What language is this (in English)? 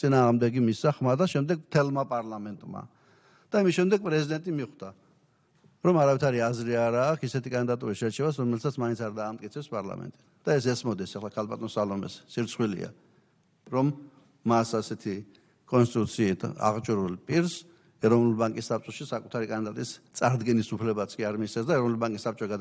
Georgian